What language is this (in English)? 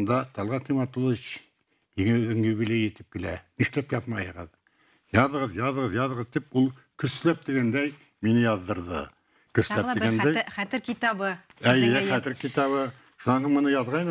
Bashkir